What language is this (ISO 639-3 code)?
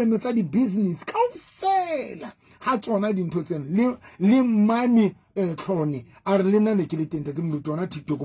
sot